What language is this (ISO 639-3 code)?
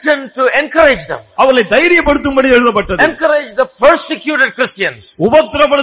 tam